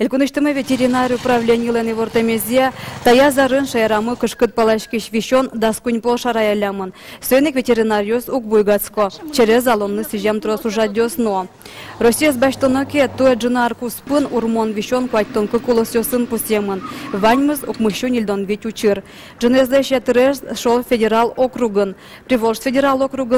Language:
Udmurt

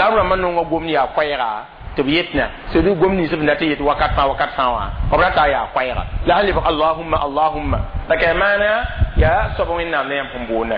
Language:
Mossi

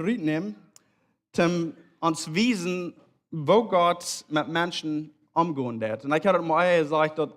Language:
Plautdietsch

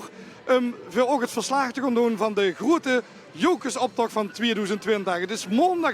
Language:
Limburgish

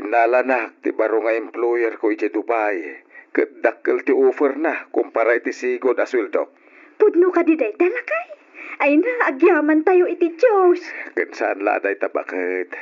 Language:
Iloko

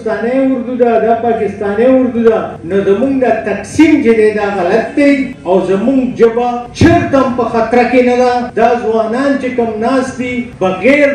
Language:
Pashto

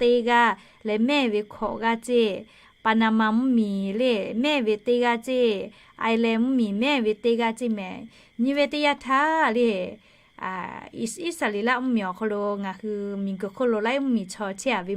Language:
Lahu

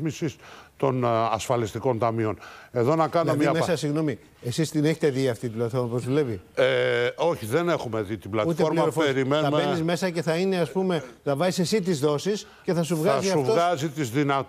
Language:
Greek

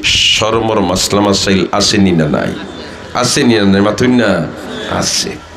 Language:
Sylheti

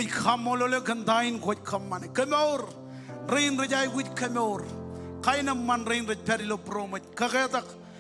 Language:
Marshallese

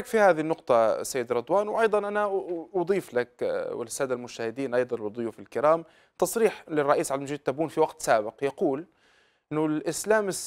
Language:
Arabic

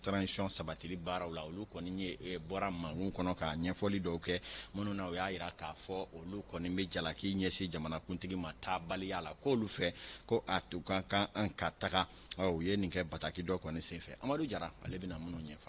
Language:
Bambara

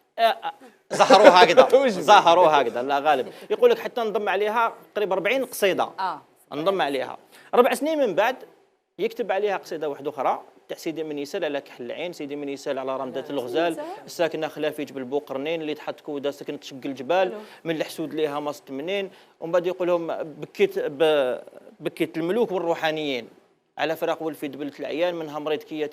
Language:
Algerian Arabic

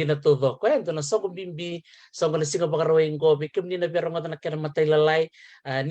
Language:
Fijian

